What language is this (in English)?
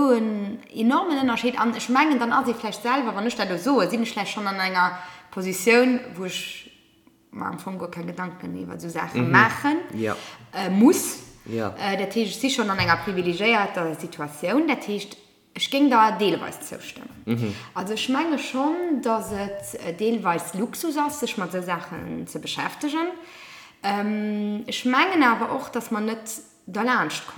Luxembourgish